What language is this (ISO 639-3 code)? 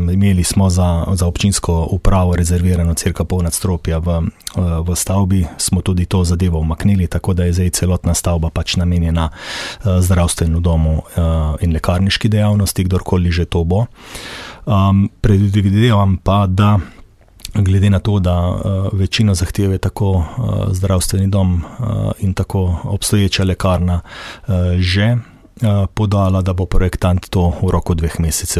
slv